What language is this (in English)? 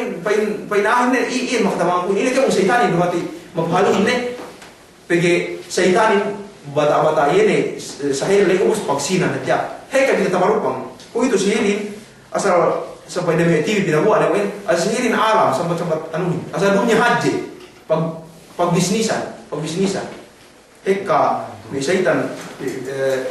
Yakan